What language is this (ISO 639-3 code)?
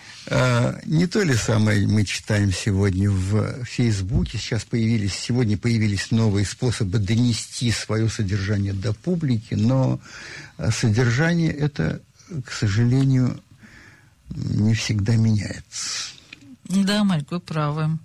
rus